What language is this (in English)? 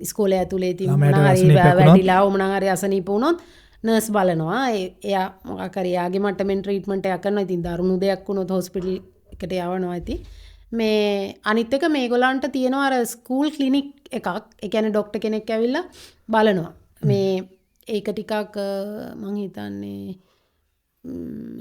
Sinhala